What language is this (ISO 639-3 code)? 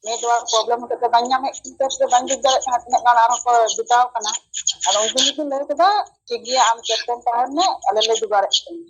sat